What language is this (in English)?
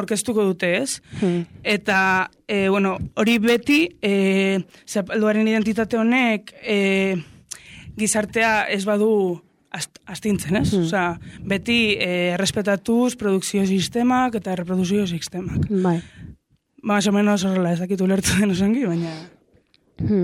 Basque